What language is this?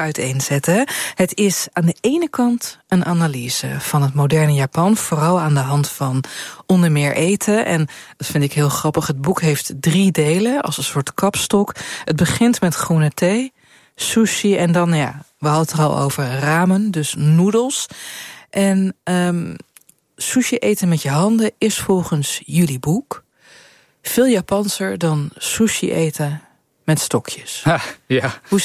Dutch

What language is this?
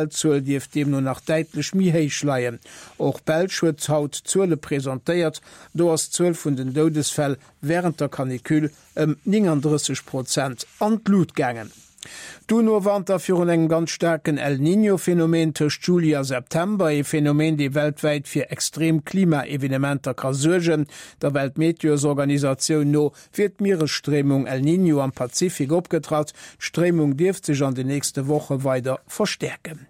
Luxembourgish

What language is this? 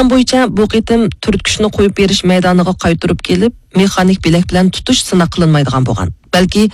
Uyghur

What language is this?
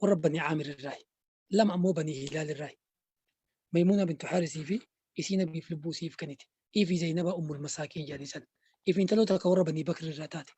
Oromo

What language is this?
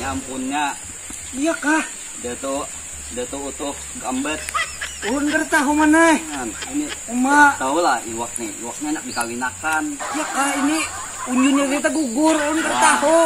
Banjar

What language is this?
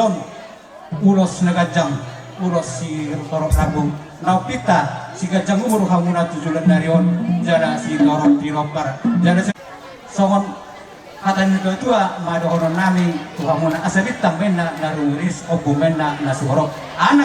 Batak Toba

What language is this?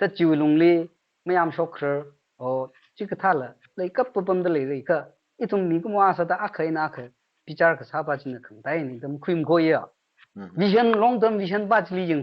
Tangkhul Naga (India)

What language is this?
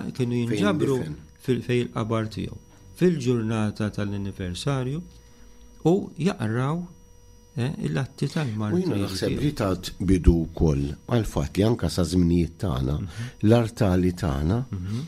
Maltese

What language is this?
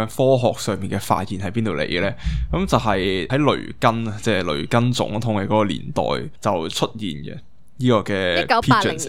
Cantonese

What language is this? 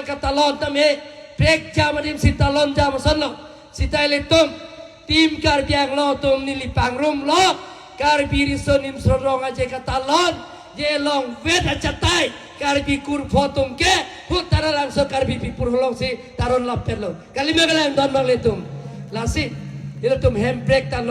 Karbi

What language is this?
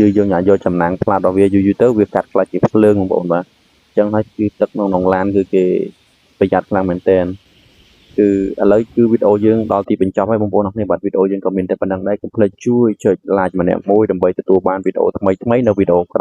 Khmer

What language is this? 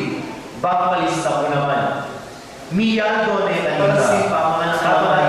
Pampanga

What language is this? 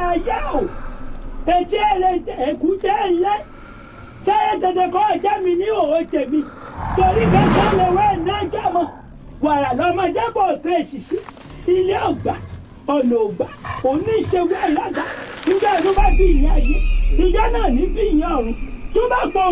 Yoruba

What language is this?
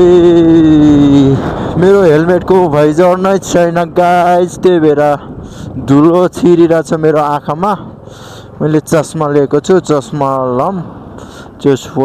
Nepali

